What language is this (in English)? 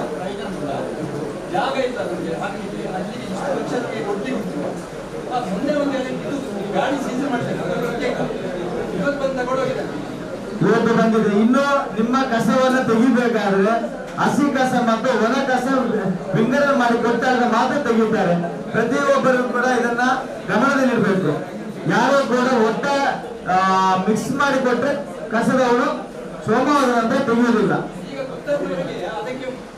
Kannada